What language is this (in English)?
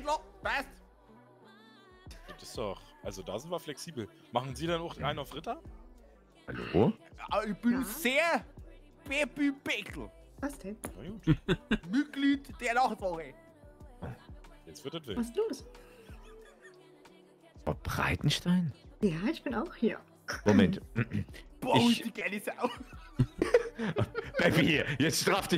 German